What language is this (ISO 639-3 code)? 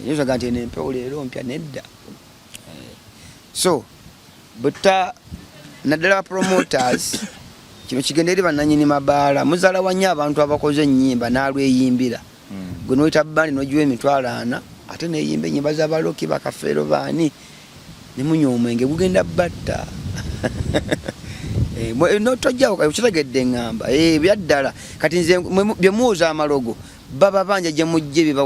lug